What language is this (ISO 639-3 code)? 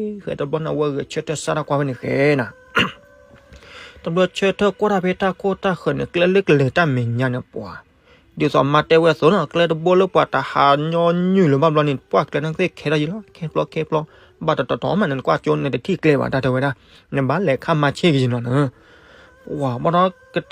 ksw